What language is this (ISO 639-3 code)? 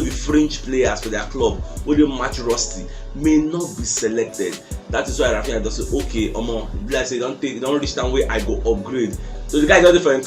pcm